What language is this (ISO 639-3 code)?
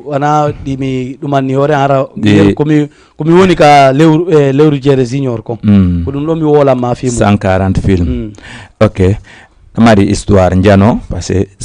ful